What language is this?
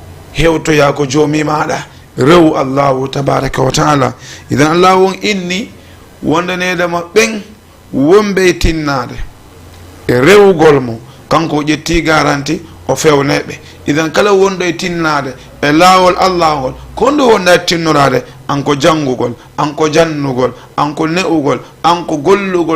Fula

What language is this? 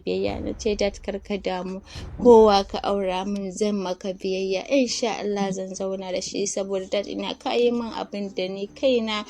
Hausa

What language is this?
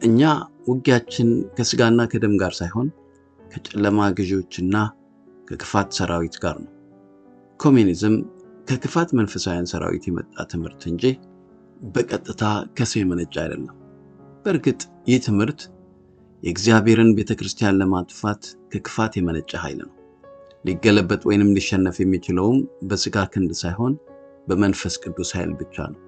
Amharic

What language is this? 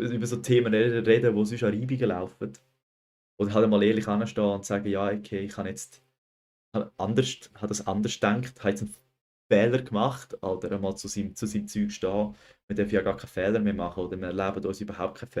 Swiss German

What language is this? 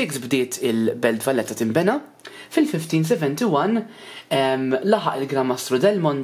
Maltese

